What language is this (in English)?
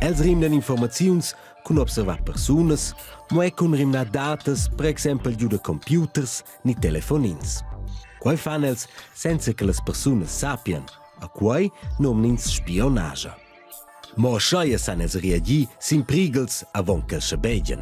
Romansh